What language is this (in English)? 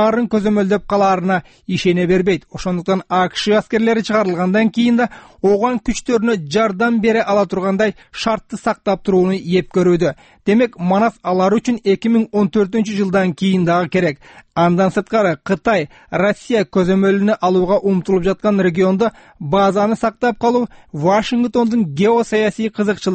Kyrgyz